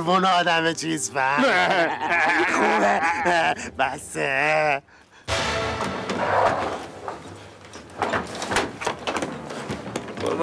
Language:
Persian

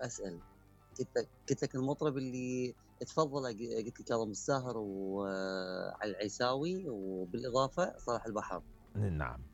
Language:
Mesopotamian Arabic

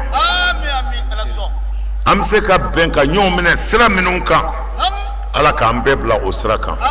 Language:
Bambara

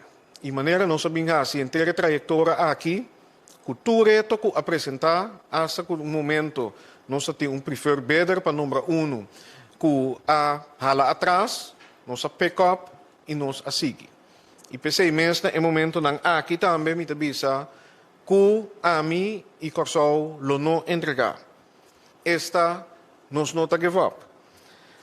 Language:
Papiamento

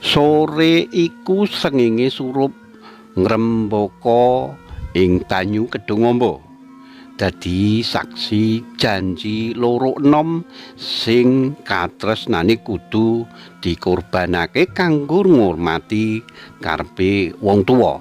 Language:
Javanese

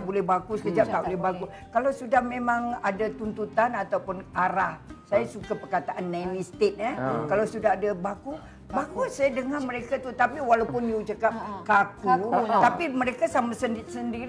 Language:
Malay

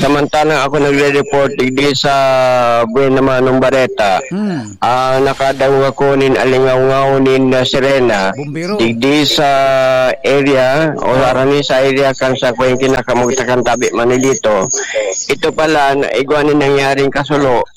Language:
Bikol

